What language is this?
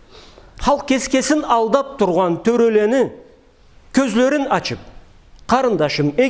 Karachay-Balkar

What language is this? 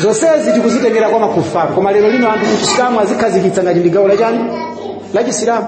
Nyanja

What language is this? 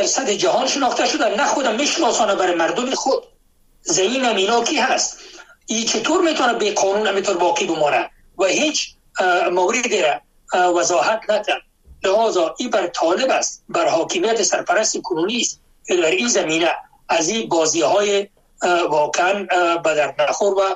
Persian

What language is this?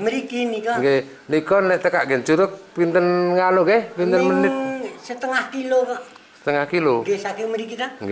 Javanese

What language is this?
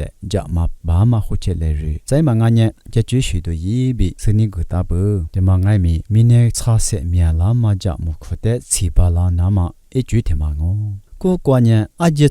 Lisu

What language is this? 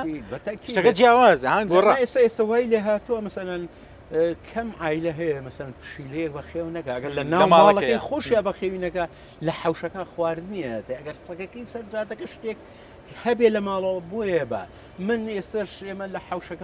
Central Kurdish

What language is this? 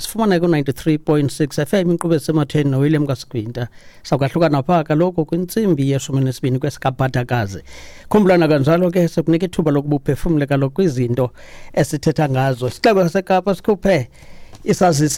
Xhosa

